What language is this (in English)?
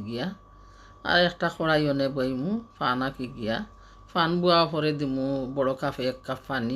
Sylheti